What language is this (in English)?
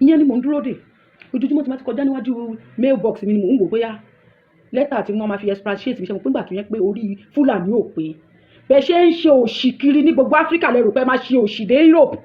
Yoruba